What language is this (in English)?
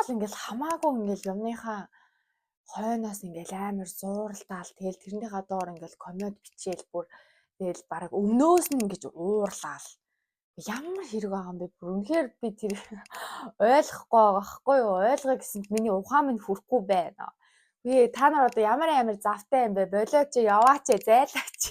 Mongolian